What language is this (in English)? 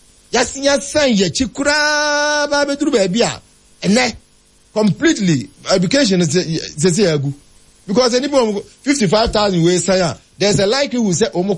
Akan